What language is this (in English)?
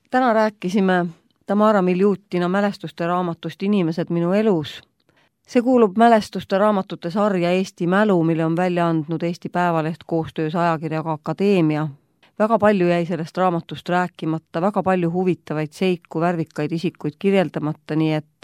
Estonian